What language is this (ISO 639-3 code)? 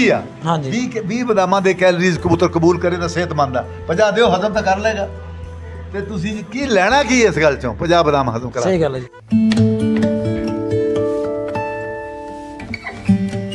pan